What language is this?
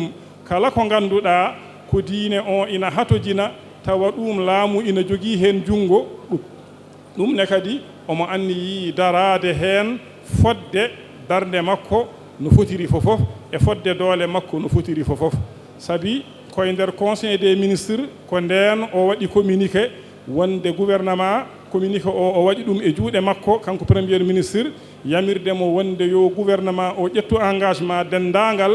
Fula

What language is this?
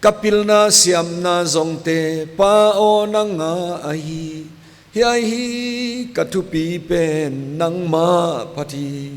Paite Chin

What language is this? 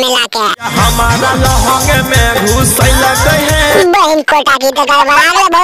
Magahi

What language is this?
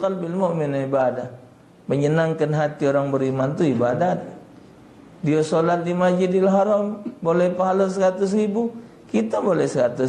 Musi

